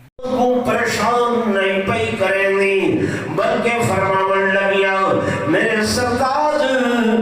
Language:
Saraiki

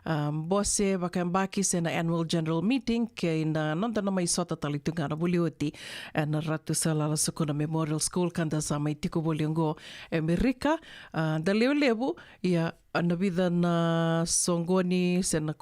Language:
Fijian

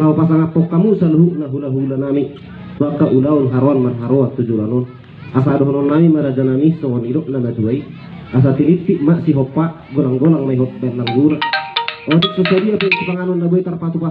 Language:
Batak Toba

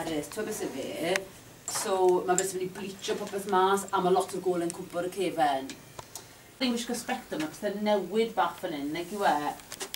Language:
Welsh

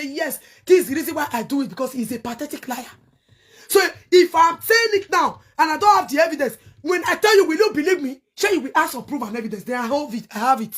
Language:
Nigerian Pidgin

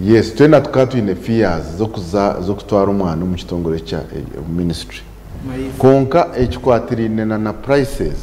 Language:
Nyankole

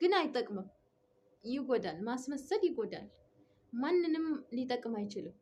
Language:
Amharic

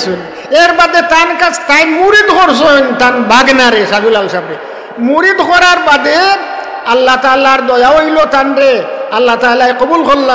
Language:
Sylheti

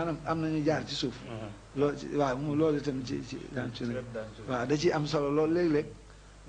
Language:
Wolof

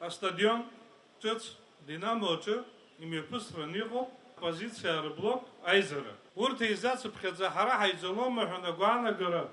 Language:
Abkhazian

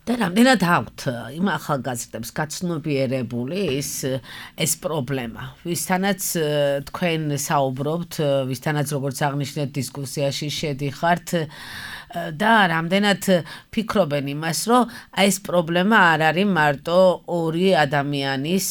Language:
Georgian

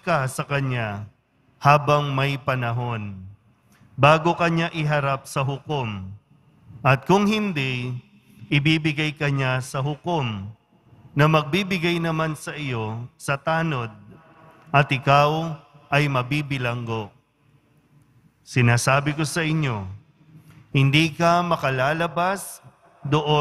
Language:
Filipino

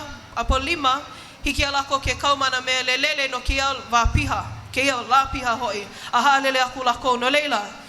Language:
Hawaiian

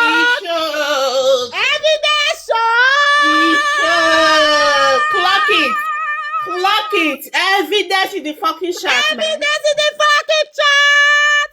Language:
Nigerian Pidgin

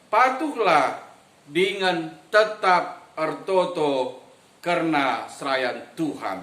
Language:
Batak Karo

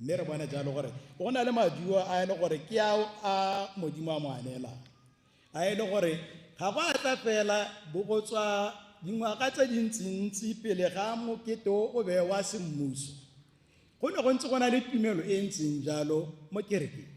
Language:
Tswana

